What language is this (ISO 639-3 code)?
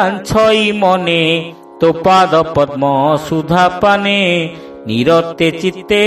ori